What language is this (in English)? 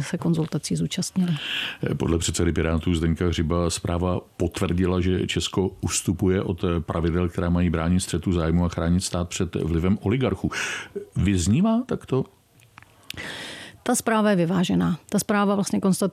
Czech